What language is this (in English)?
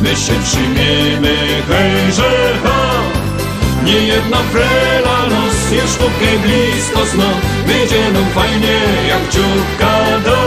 Silesian